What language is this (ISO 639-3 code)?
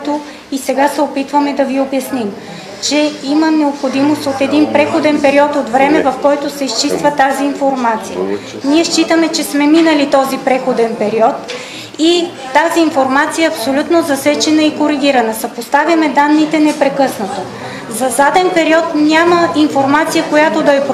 bul